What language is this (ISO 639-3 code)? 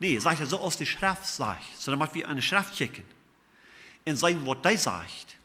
pdt